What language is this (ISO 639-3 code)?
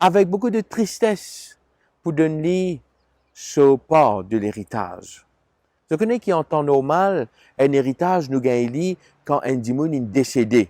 mfe